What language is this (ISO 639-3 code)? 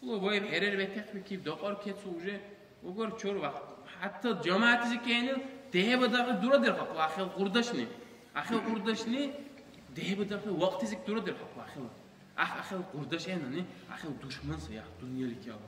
dar